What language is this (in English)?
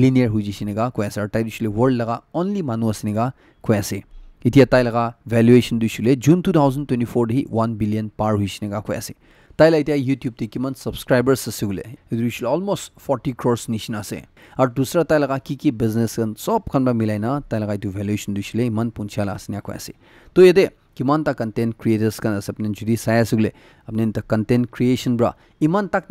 Naga Pidgin